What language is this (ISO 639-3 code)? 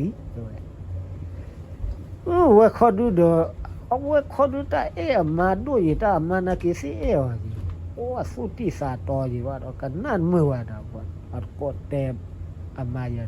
ksw